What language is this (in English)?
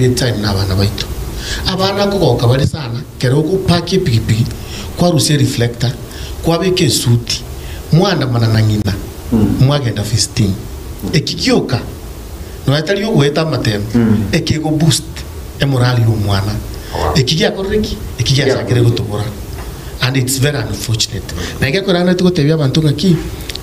Gusii